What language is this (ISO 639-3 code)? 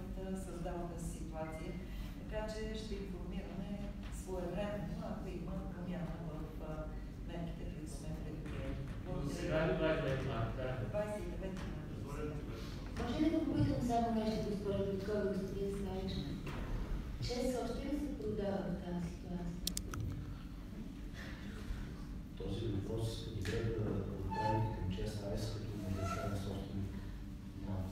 bul